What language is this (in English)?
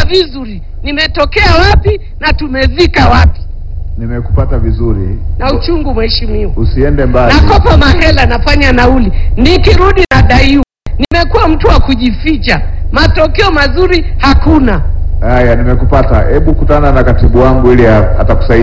Swahili